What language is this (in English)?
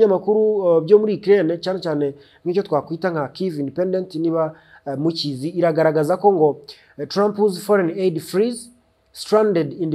Kinyarwanda